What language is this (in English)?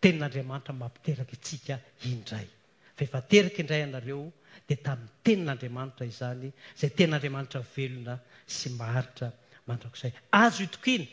Malagasy